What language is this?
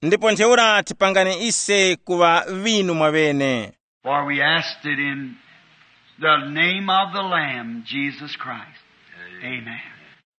Tumbuka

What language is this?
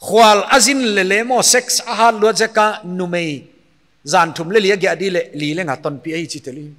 Paite Chin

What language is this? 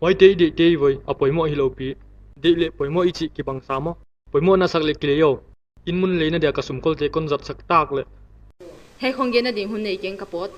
Paite Chin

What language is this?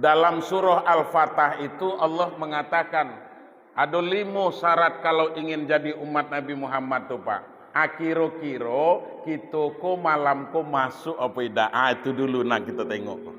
Minangkabau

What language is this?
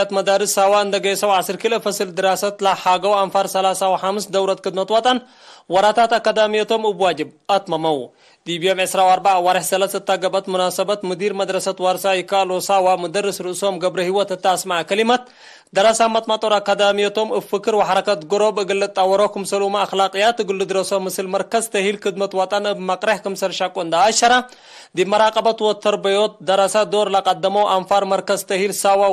Tigre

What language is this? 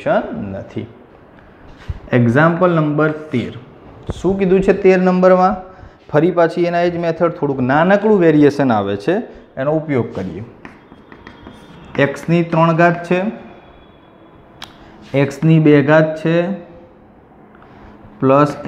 Gujarati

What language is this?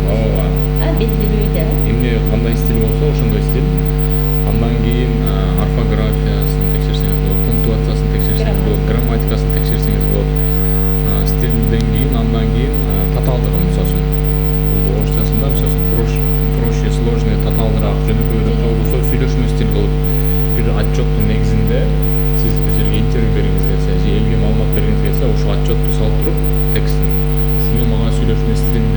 Kyrgyz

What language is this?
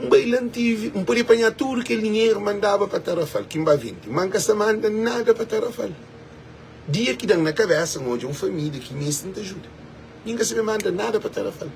Kabuverdianu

